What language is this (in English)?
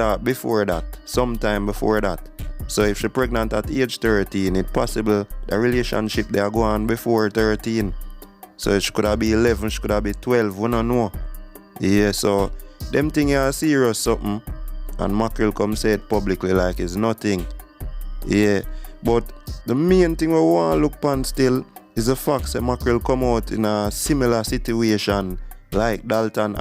Jamaican Creole English